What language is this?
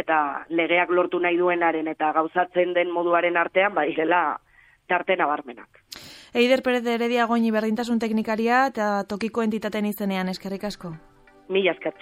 Basque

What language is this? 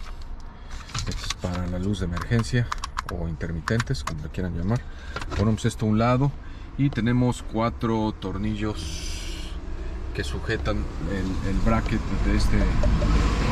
Spanish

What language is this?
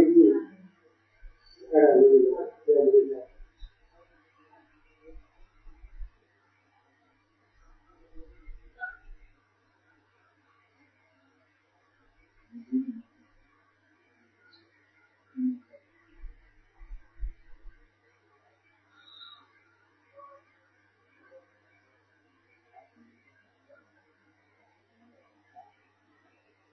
Burmese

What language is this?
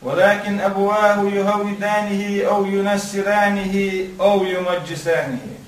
Chechen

